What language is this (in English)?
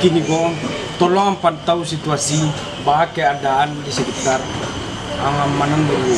Minangkabau